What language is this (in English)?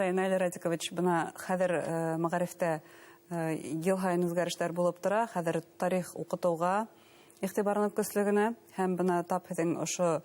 Bashkir